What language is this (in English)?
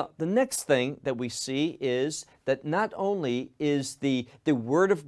English